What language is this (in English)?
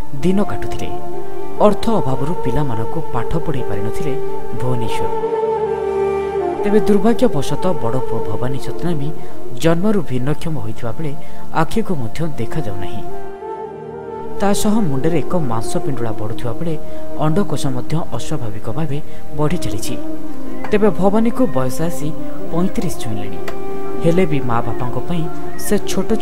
Odia